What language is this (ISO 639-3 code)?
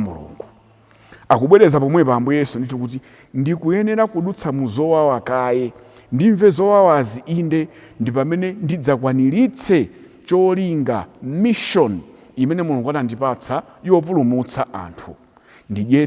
nya